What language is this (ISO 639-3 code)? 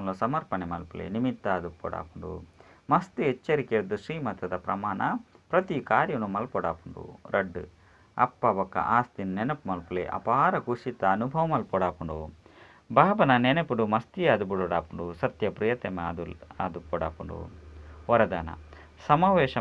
tcy